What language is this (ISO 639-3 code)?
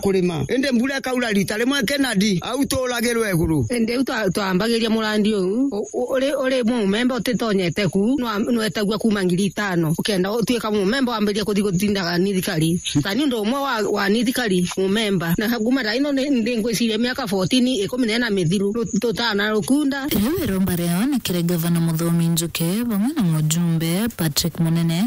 mer